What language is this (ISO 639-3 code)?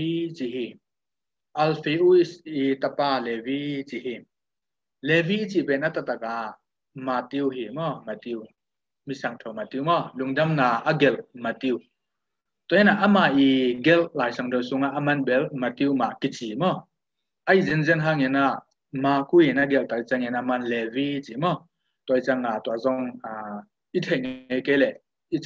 ctd